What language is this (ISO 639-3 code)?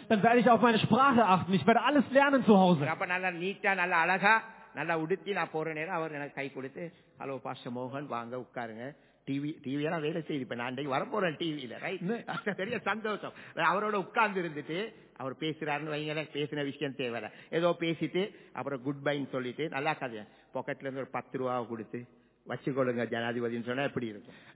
tam